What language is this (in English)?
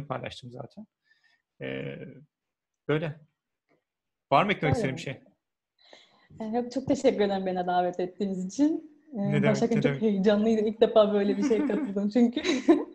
Turkish